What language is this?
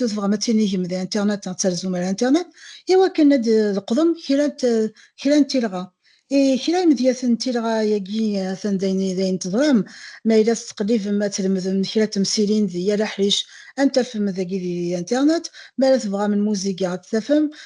Kabyle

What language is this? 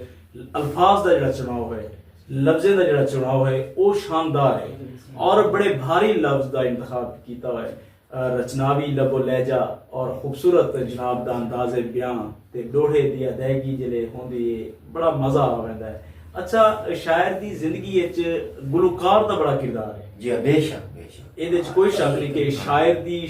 Saraiki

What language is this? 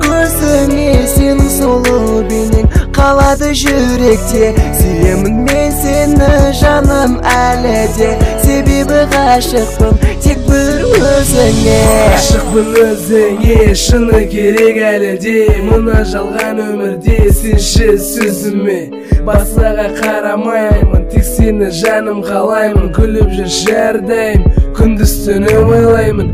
Kazakh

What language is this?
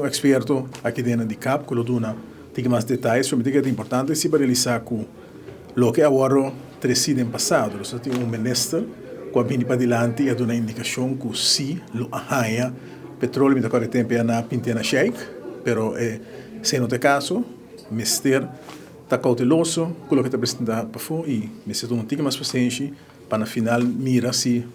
Papiamento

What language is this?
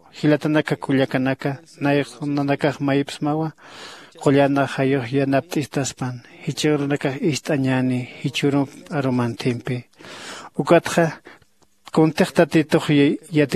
Aymara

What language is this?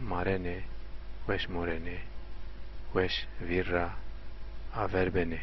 Zaza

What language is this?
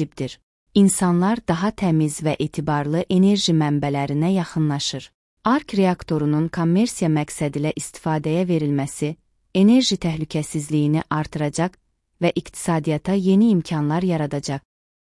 Azerbaijani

